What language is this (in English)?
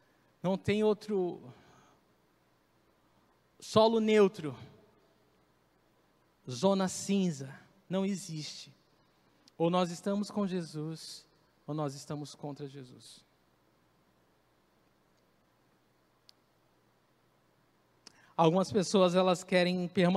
Portuguese